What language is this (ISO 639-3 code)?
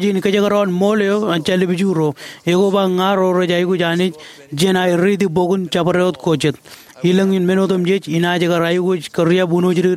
mah